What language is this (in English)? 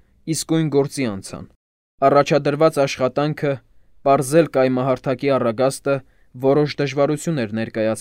Armenian